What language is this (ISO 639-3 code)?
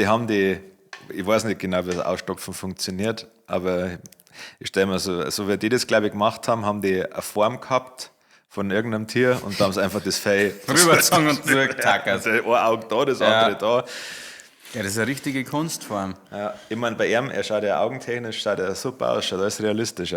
bar